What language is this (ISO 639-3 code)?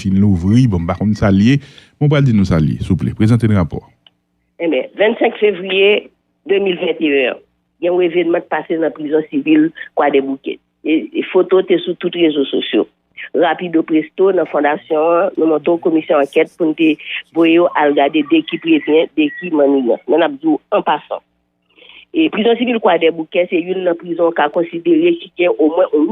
hat